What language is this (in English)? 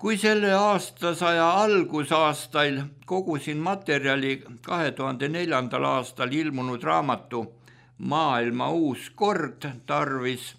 Estonian